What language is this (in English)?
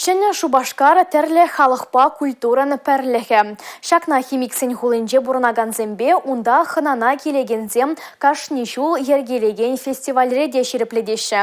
Chuvash